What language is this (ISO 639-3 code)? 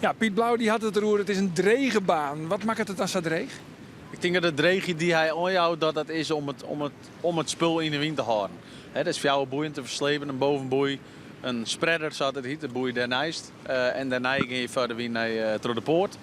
fry